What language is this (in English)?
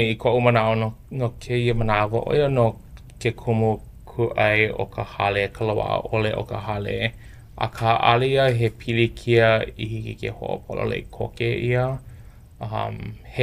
Hawaiian